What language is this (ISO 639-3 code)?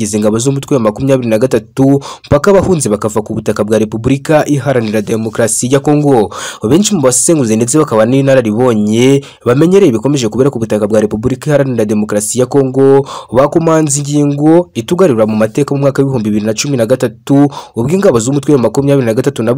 kin